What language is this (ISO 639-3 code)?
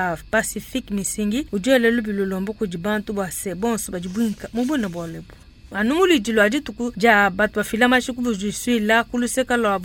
lua